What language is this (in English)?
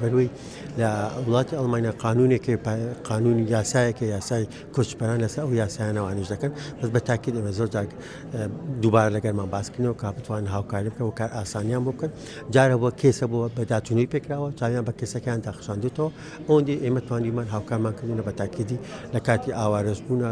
Central Kurdish